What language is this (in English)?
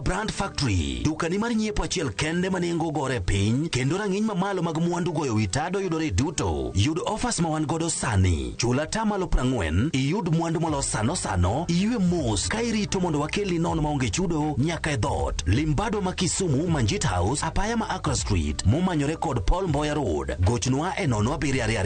Luo (Kenya and Tanzania)